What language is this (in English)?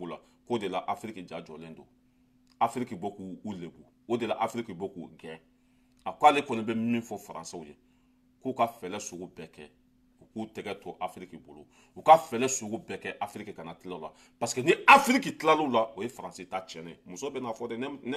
Bambara